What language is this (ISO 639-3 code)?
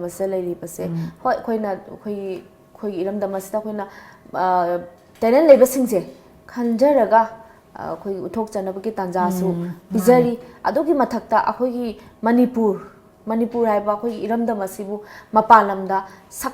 mni